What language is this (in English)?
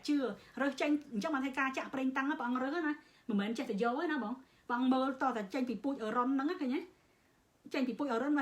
Khmer